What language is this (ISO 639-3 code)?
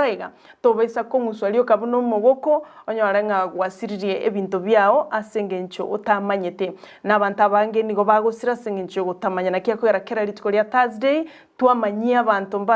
guz